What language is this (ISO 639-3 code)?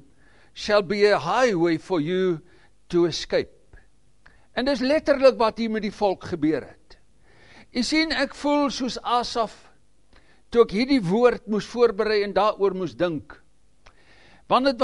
afr